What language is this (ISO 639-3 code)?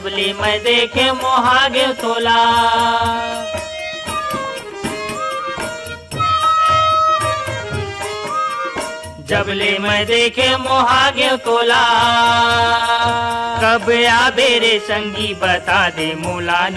hne